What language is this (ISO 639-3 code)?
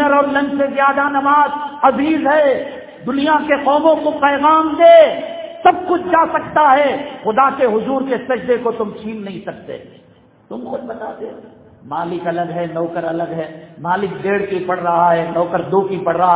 urd